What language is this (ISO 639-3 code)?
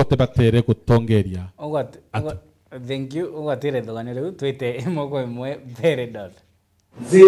mer